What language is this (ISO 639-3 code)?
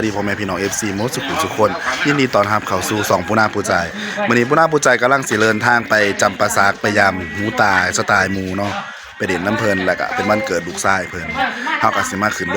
tts